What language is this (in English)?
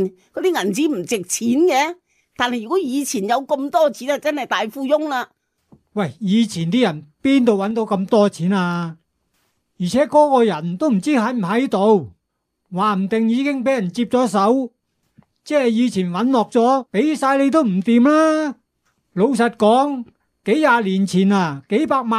Cantonese